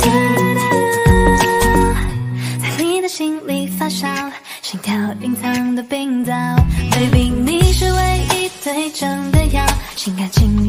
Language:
Chinese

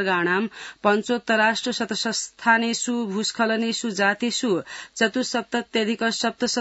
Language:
Sanskrit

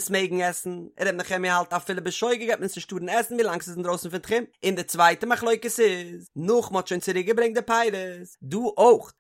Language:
Yiddish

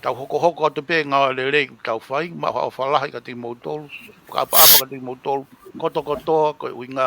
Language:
Tongan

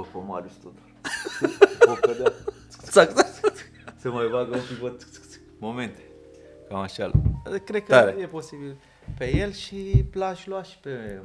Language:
Romanian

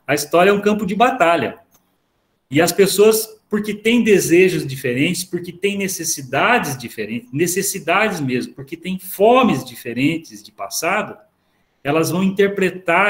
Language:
Portuguese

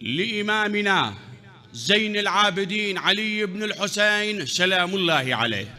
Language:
Mesopotamian Arabic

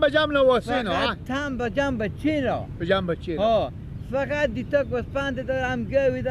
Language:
Persian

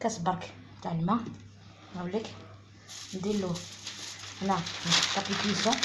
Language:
Algerian Arabic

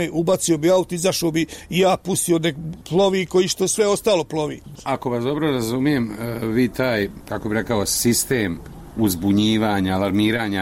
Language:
Bosnian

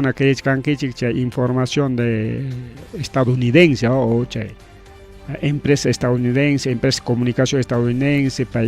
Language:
Ayacucho Quechua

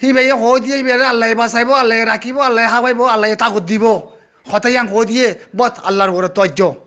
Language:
Rohingya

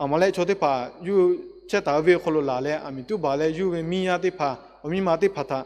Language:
Lahu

